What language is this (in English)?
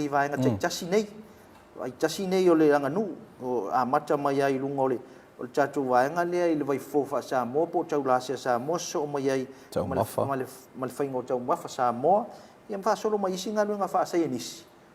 Samoan